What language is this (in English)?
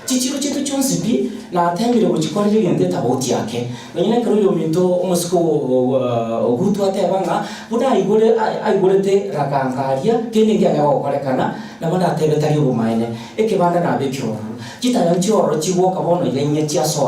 Gusii